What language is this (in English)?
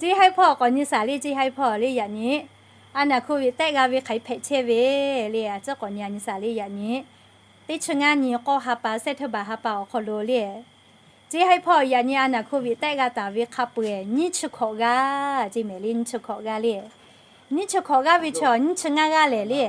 Lahu